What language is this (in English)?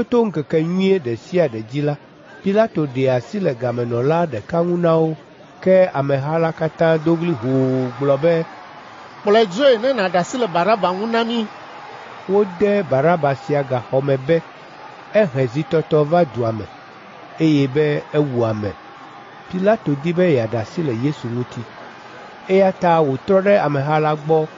Ewe